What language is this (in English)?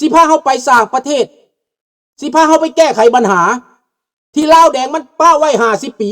Lao